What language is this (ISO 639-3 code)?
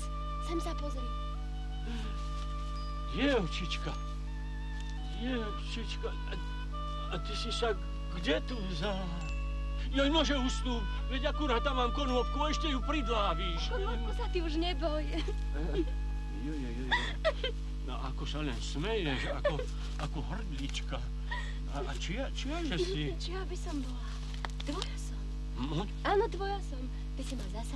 slk